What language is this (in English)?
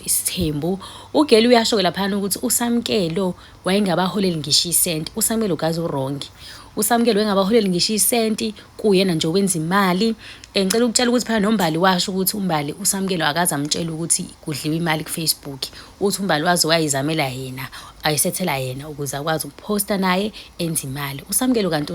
Zulu